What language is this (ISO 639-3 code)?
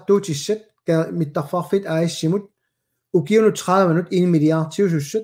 kal